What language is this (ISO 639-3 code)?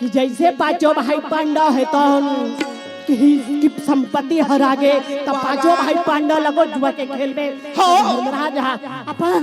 hne